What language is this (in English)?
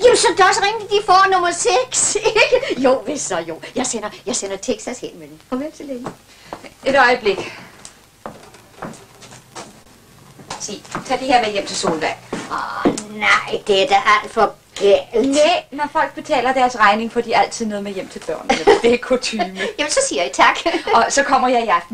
Danish